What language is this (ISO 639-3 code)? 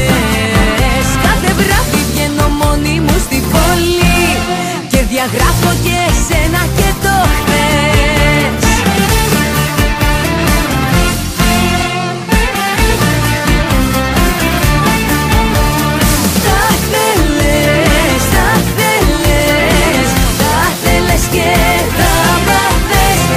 ell